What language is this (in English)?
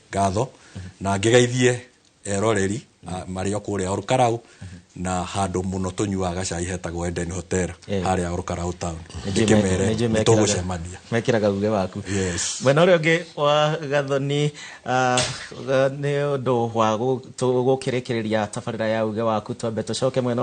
Kikuyu